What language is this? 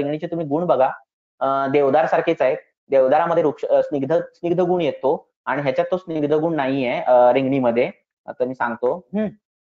Marathi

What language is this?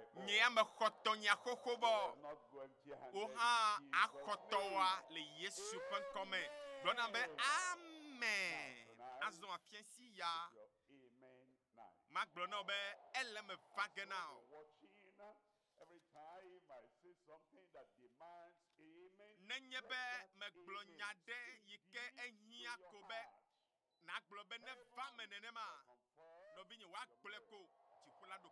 Ewe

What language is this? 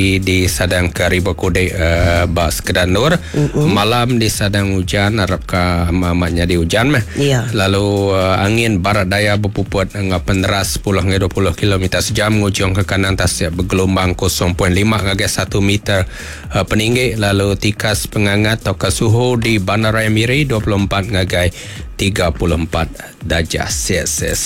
Iban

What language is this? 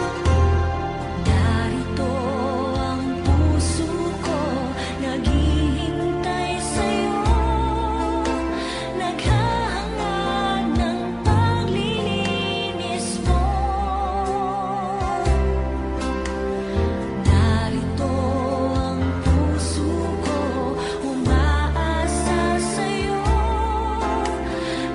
Filipino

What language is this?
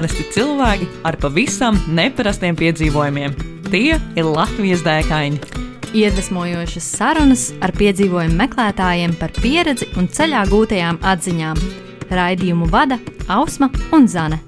Latvian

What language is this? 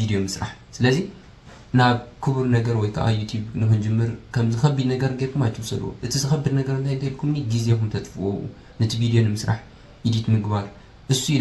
Tigrinya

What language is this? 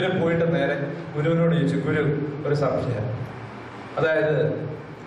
Malayalam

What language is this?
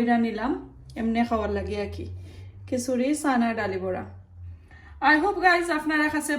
Sylheti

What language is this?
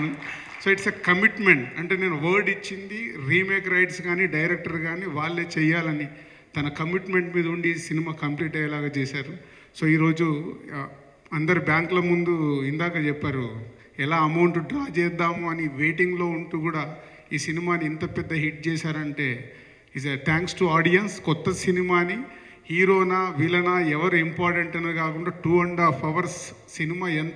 Telugu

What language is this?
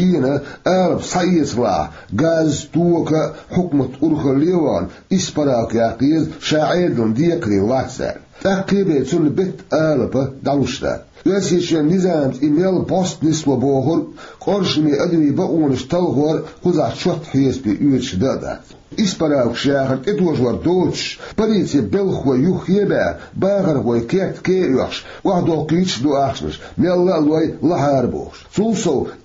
Chechen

